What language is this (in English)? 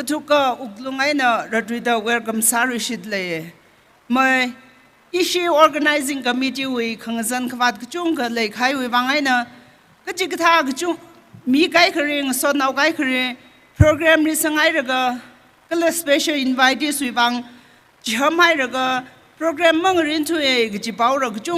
Tangkhul Naga (India)